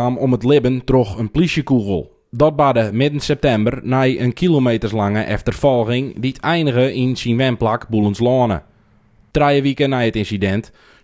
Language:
Western Frisian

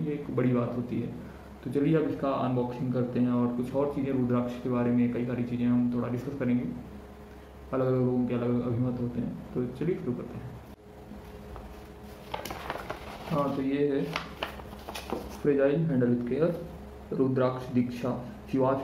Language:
Hindi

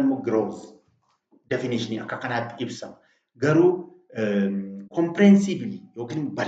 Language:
Oromo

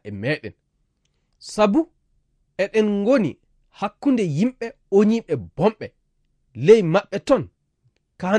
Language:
Fula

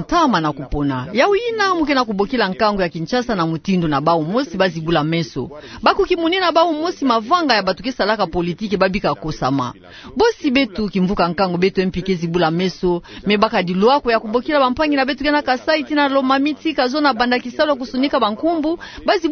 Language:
Kituba (Democratic Republic of Congo)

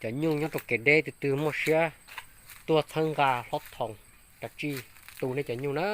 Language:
Hmong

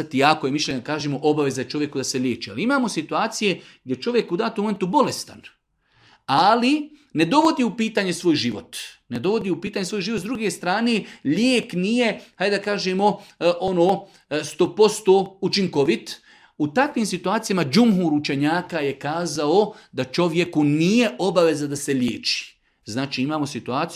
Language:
Bosnian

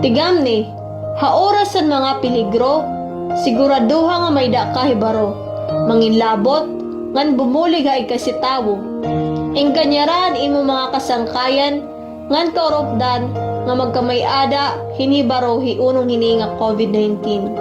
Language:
Waray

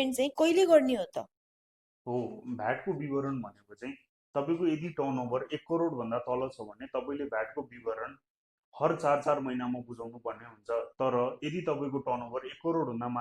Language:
Nepali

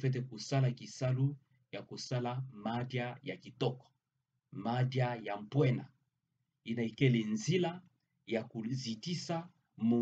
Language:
Kituba (Democratic Republic of Congo)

